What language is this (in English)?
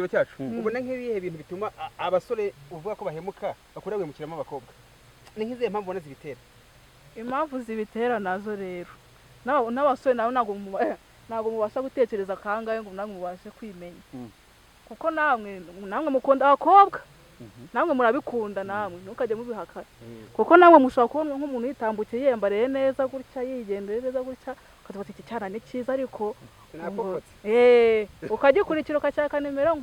Kinyarwanda